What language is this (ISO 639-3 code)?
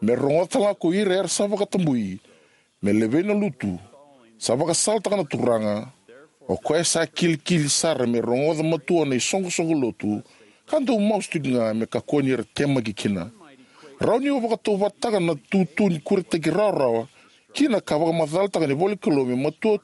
fij